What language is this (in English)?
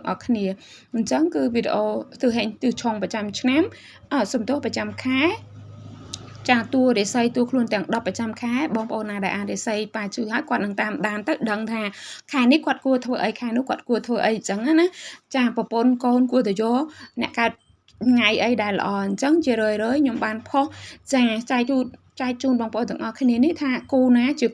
Khmer